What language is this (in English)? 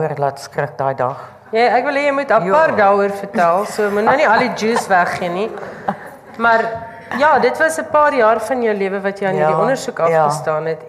Afrikaans